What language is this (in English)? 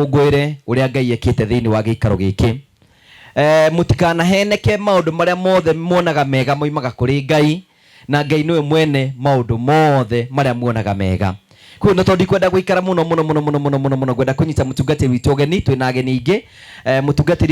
Kikuyu